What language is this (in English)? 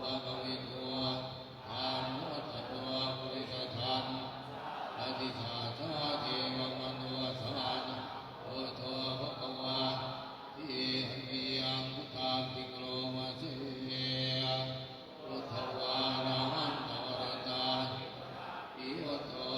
Pali